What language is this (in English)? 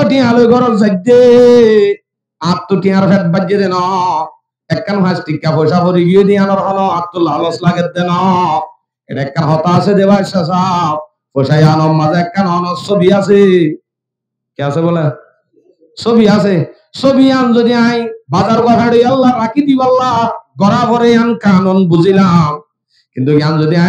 Rohingya